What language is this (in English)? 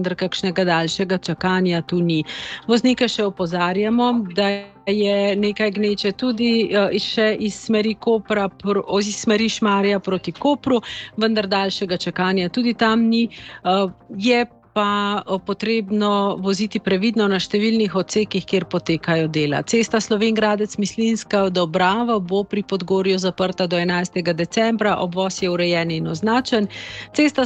Slovenian